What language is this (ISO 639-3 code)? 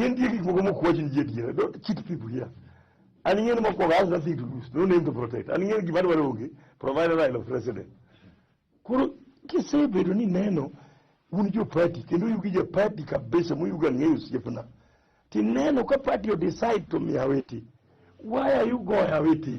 luo